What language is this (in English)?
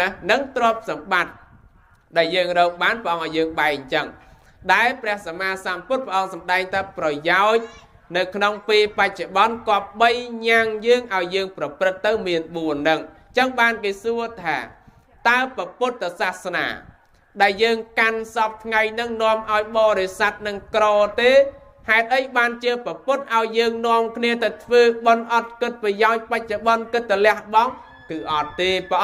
Khmer